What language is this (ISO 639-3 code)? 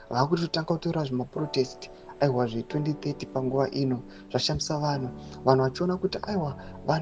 sna